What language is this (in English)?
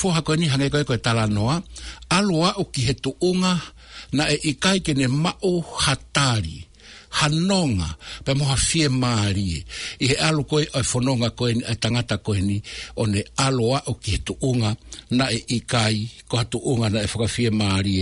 Tongan